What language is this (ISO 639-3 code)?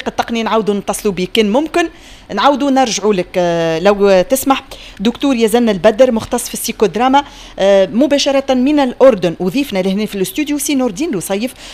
aeb